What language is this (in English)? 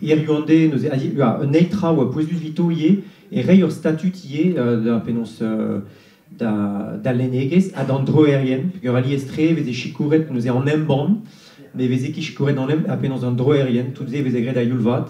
Breton